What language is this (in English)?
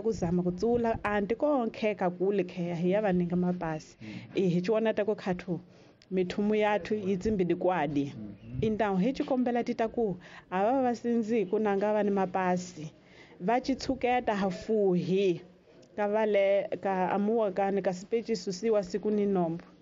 Tsonga